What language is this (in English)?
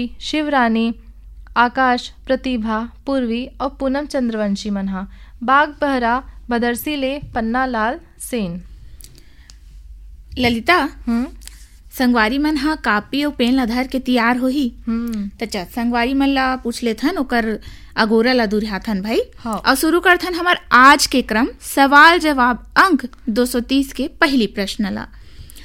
Chhattisgarhi